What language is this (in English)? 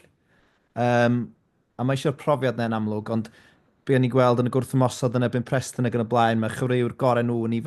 Welsh